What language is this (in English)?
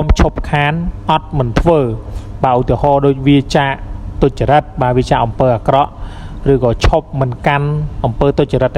Khmer